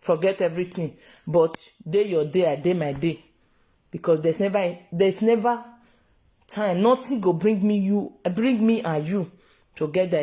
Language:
Nigerian Pidgin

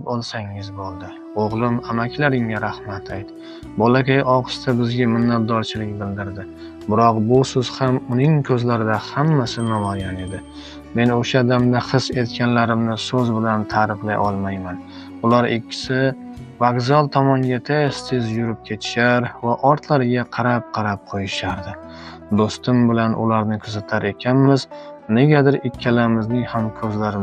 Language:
Uzbek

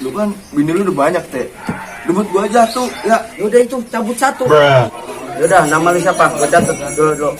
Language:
Betawi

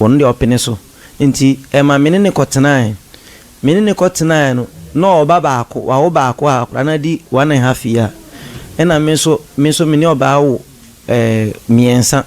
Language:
Akan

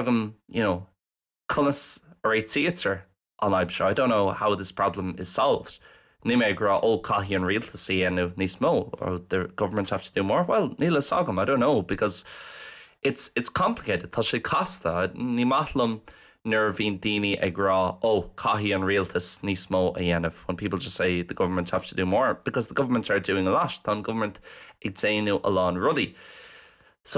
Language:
Irish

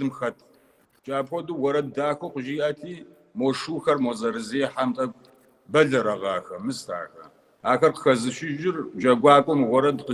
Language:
Kabardian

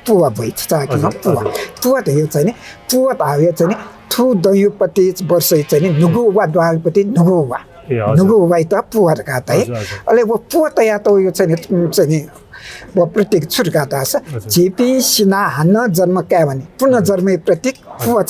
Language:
Newari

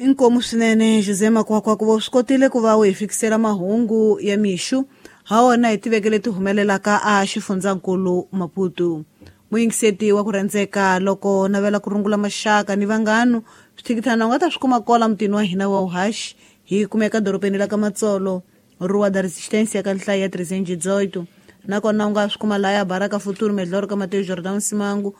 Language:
Tsonga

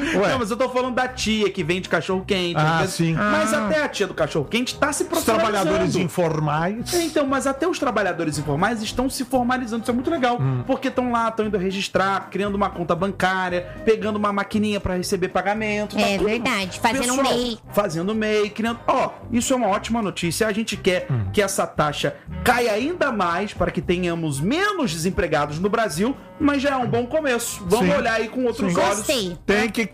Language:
Portuguese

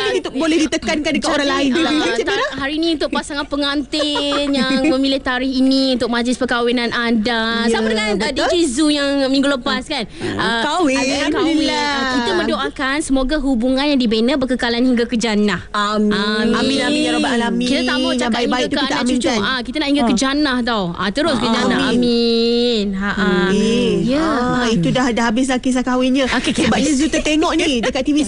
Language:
Malay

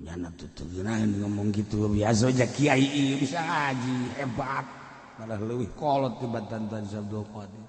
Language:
Sundanese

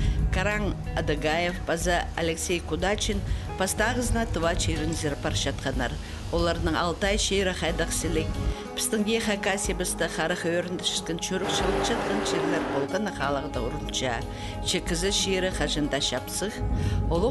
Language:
Khakas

